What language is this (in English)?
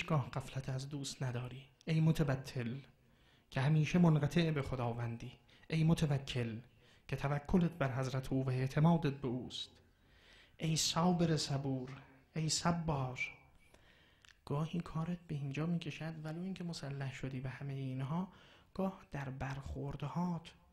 Persian